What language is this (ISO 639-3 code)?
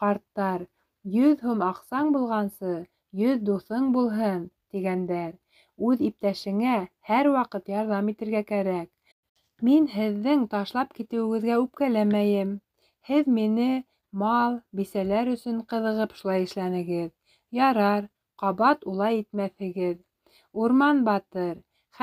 bak